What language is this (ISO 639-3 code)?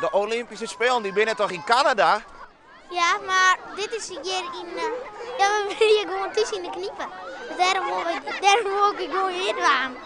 fry